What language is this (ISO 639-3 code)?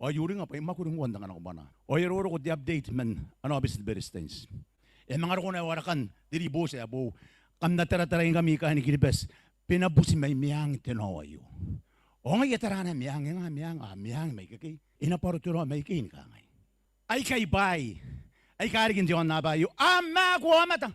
gil